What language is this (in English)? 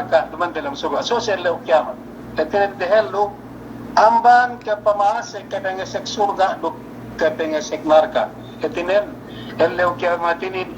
Yakan